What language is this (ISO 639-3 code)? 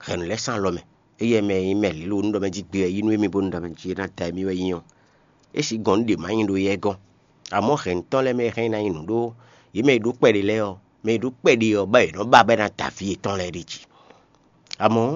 fon